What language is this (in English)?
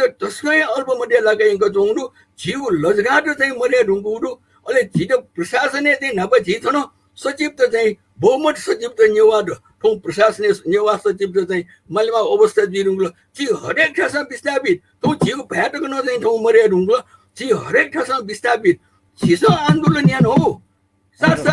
Newari